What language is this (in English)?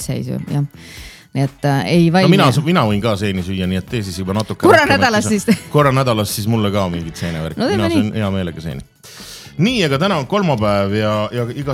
Estonian